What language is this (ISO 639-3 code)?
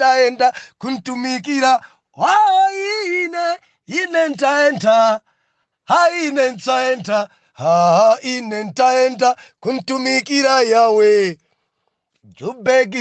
nya